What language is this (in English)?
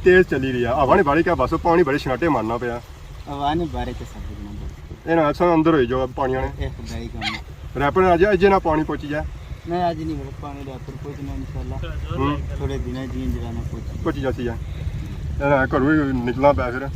Pahari-Potwari